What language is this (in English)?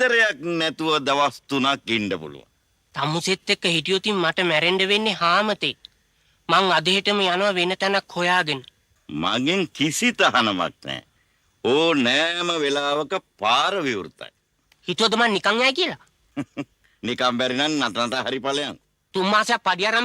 Sinhala